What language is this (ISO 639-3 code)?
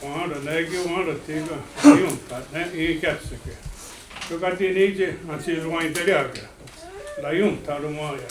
moh